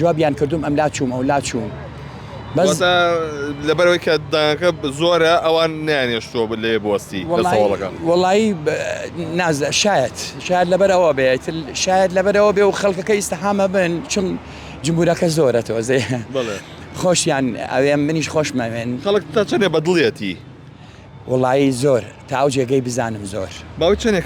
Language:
Central Kurdish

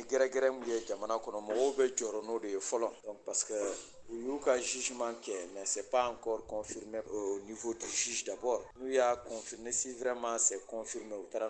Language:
Bambara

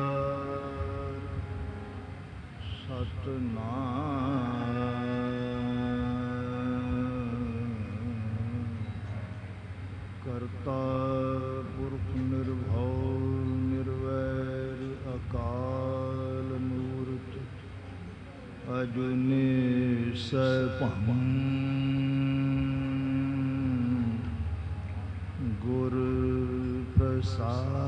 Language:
Punjabi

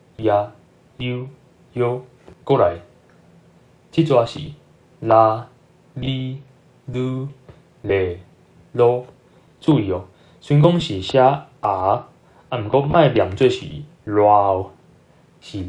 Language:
Min Nan Chinese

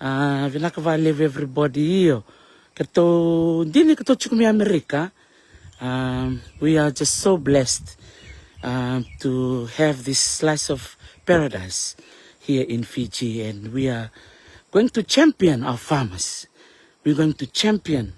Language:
Fijian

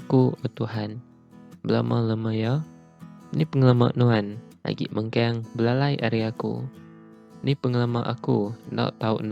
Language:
Iban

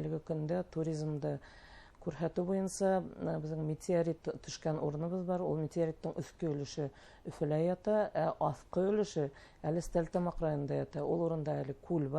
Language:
Bashkir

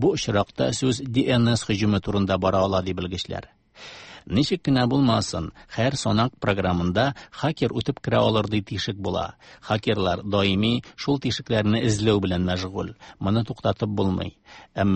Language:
Tatar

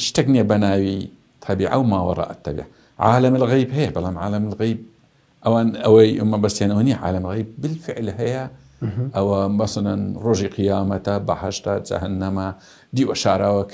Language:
Central Kurdish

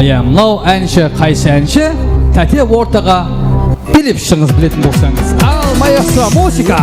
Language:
Kara-Kalpak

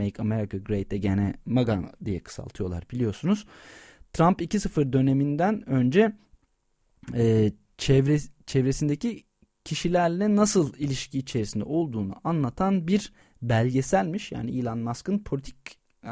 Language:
Turkish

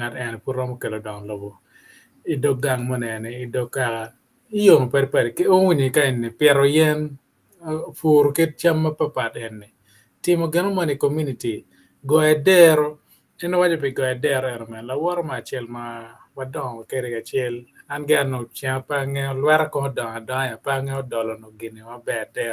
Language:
Acoli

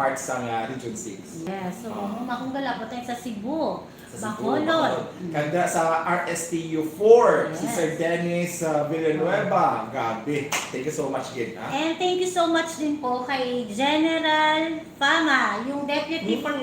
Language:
Hiligaynon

